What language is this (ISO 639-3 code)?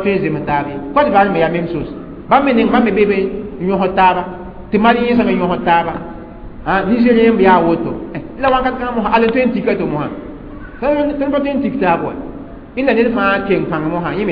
mos